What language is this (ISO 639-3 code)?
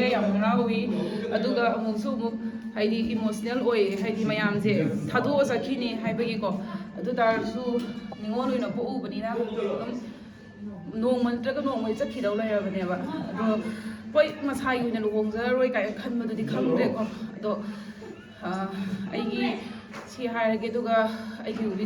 mni